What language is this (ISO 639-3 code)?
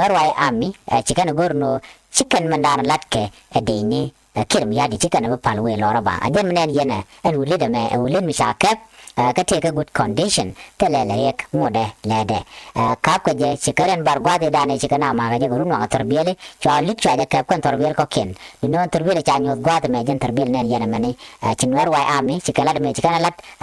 nus